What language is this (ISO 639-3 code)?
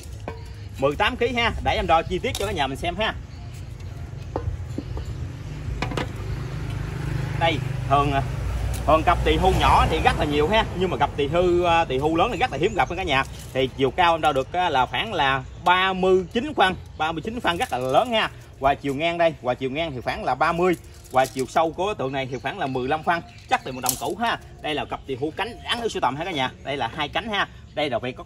vie